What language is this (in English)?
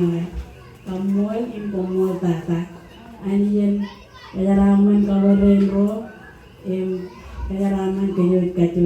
Marshallese